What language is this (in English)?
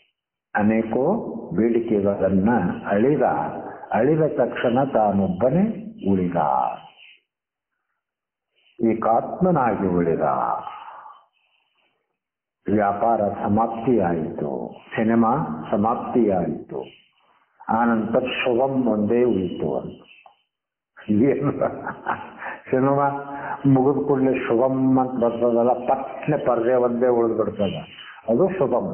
Kannada